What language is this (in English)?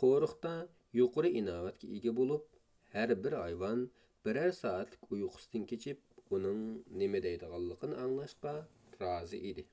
Uyghur